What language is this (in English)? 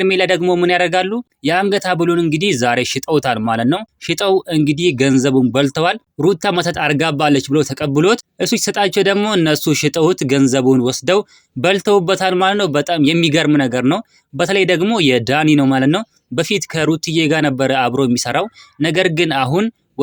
Amharic